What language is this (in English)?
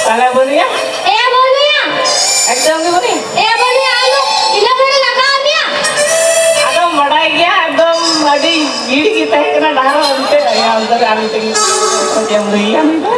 Santali